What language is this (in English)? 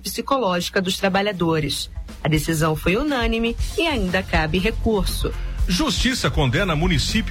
Portuguese